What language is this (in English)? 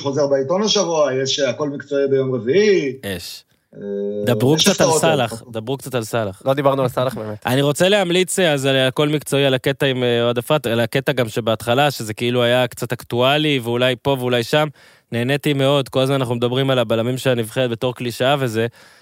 Hebrew